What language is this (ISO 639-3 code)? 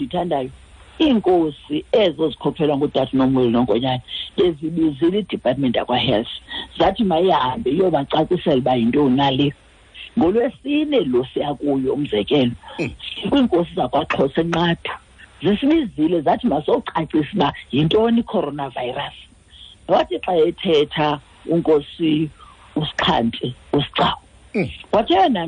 xho